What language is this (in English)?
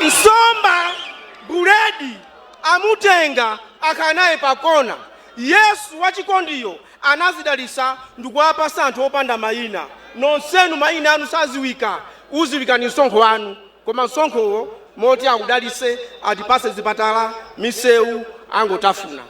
Nyanja